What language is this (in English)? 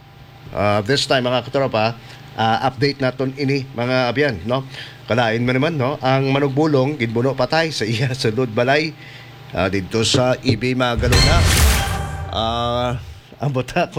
Hiligaynon